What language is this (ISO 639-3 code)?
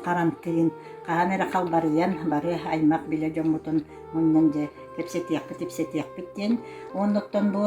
sah